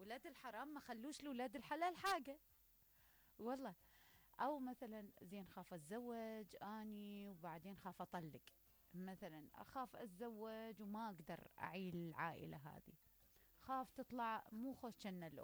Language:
Mesopotamian Arabic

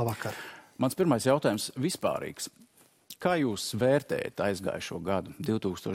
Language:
Latvian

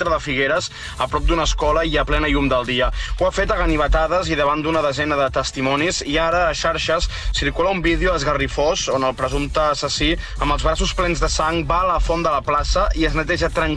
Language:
Catalan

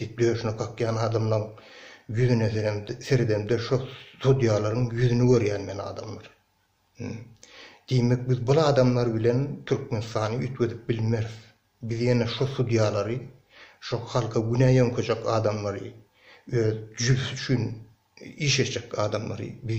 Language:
Turkmen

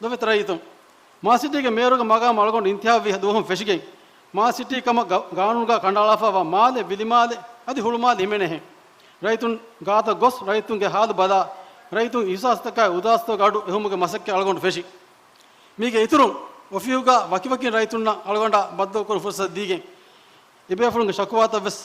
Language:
Divehi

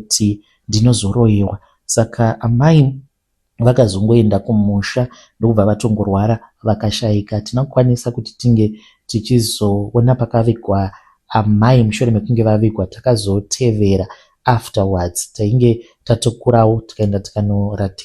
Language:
Shona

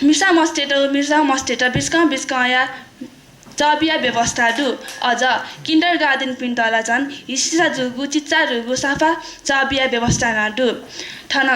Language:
Newari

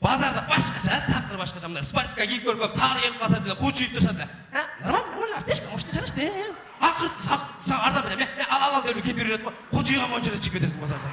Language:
Kyrgyz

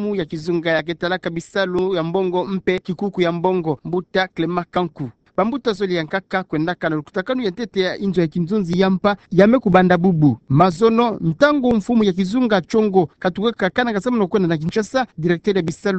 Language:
Kituba (Democratic Republic of Congo)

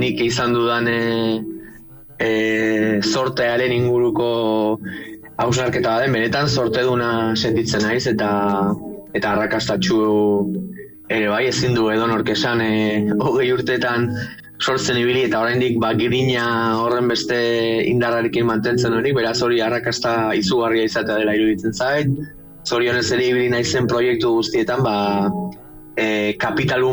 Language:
Basque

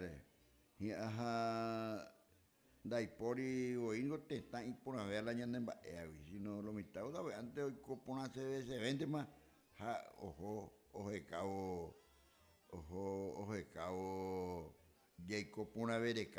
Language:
Guarani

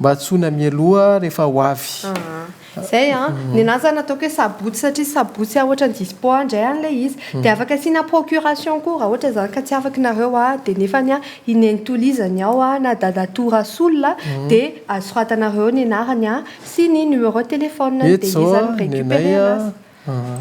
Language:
Malagasy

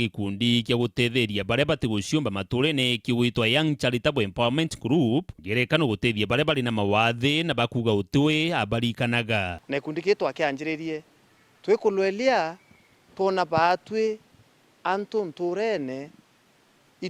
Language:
Meru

